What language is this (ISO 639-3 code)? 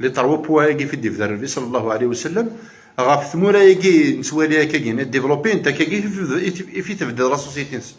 kab